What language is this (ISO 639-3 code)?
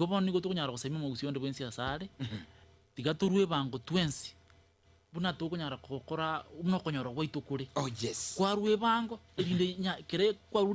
guz